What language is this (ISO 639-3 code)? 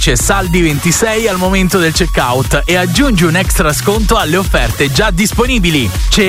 ita